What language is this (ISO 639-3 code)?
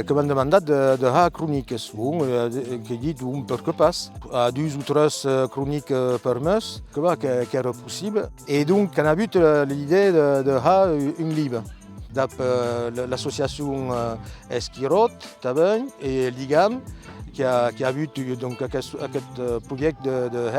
oci